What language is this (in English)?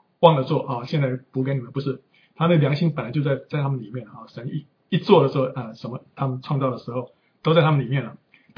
Chinese